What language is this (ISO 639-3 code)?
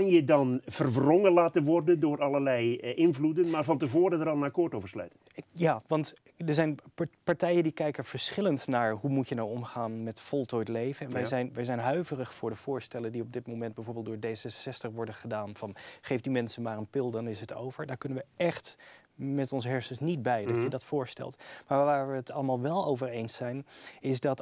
nld